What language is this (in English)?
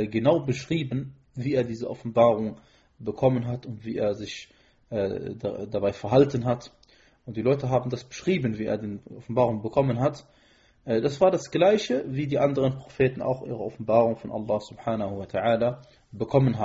German